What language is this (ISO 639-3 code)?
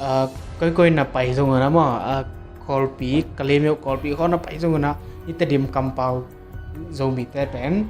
ctd